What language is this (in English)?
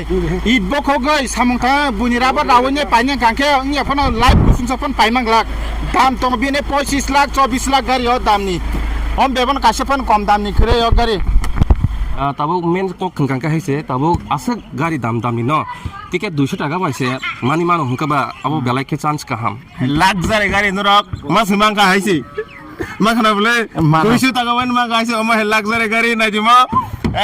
Kok Borok